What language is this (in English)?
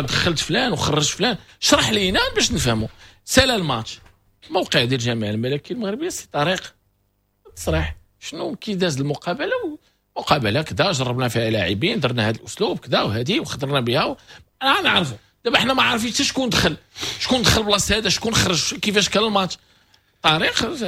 Moroccan Arabic